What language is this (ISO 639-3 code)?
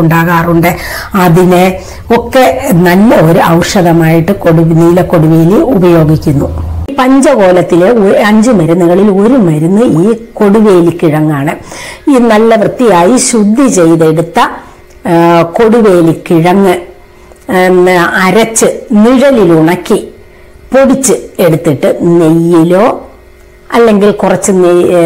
mal